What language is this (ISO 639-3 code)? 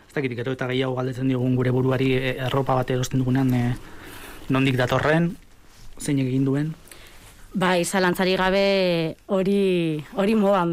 eus